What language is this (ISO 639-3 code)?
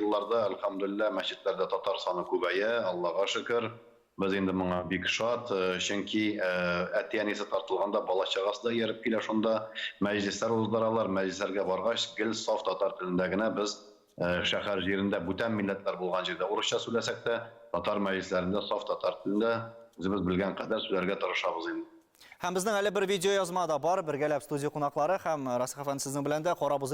tat